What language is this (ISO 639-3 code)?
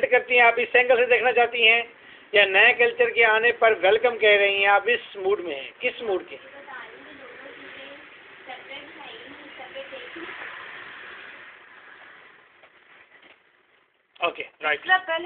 hin